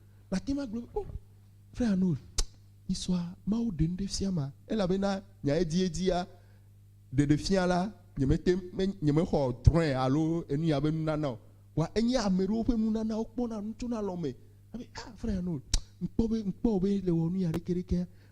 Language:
Ewe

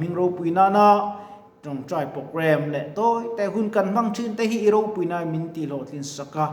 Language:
Mizo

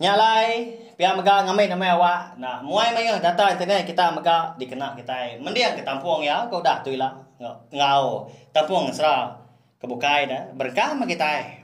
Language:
Iban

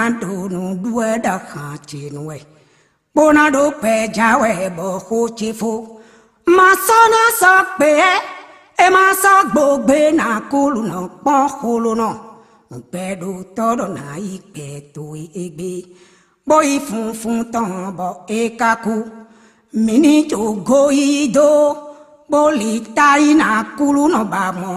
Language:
Fon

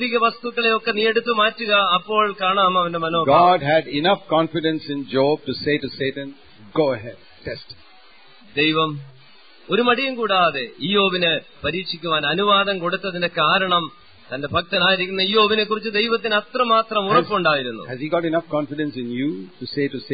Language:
Malayalam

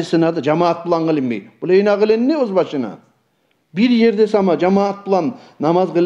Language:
Kumyk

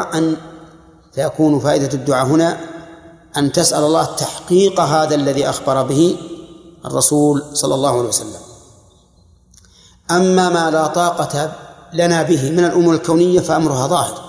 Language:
Arabic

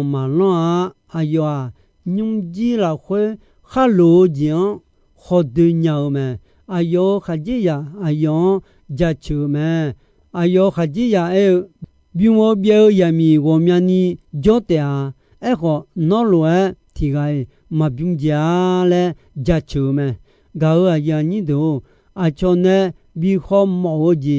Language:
Akha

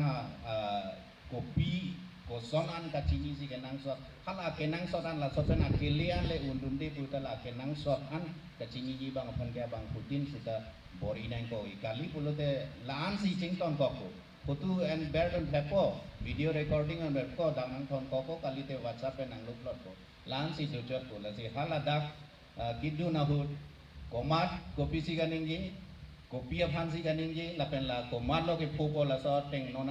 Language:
Karbi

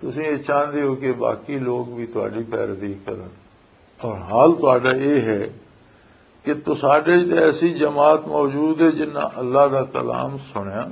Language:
Western Panjabi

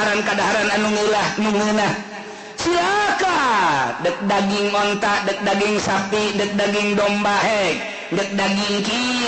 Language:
Sundanese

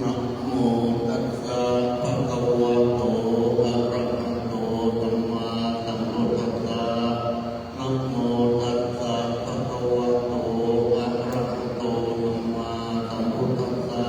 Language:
Pali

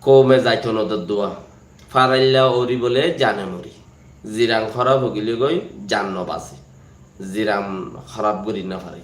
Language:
Rohingya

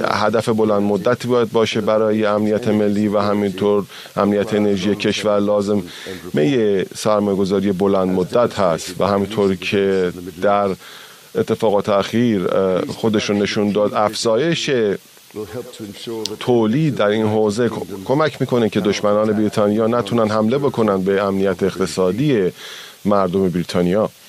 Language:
Persian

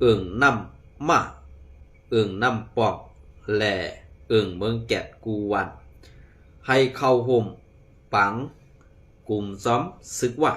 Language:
Shan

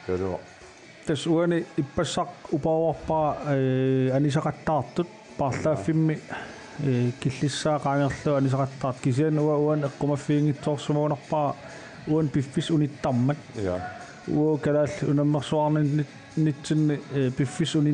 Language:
Kalaallisut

